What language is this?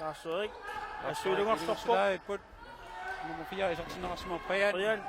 Kalaallisut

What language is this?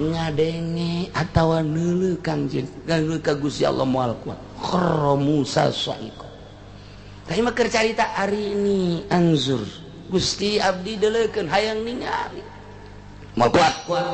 Sundanese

